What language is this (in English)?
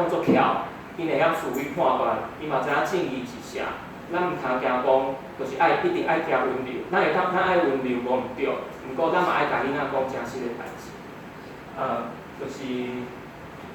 Min Nan Chinese